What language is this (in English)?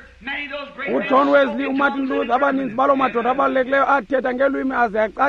Xhosa